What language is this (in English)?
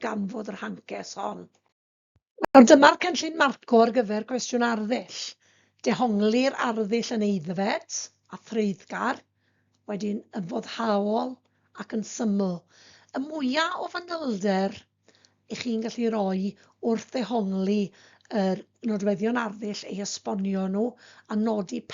Welsh